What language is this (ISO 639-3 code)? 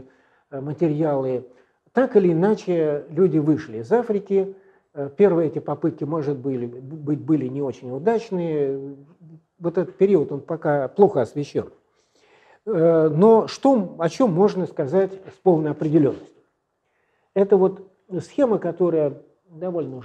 rus